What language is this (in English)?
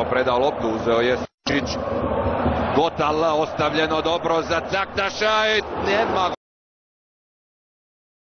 Croatian